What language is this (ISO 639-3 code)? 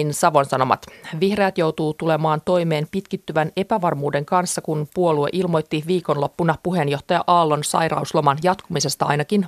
fin